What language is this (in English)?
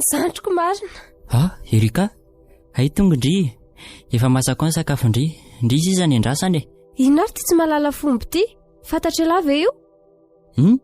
Malagasy